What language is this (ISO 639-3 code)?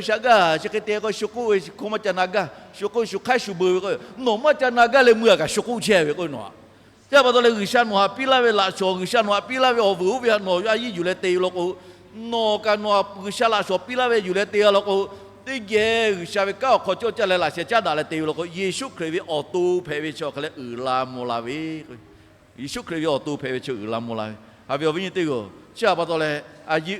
lhu